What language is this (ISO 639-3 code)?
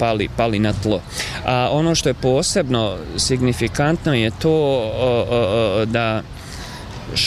bos